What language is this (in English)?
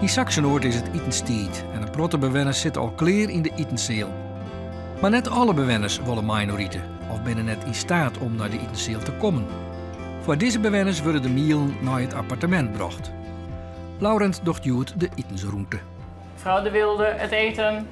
Western Frisian